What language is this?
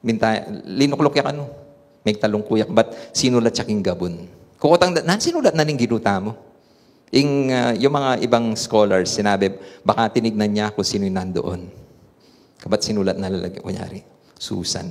Pampanga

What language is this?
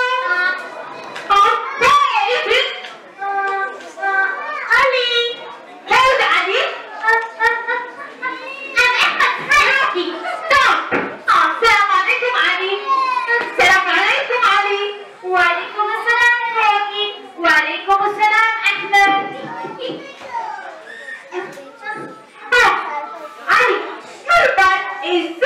English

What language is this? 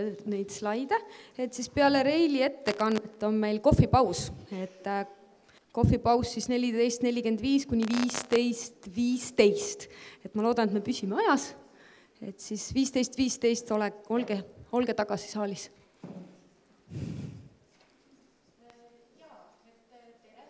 Estonian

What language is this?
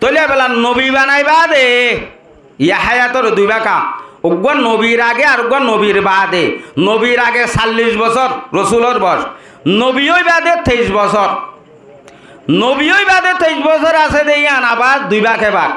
Rohingya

